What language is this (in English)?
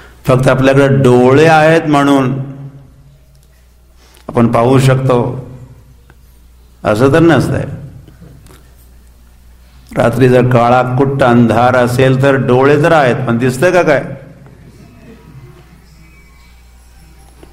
Marathi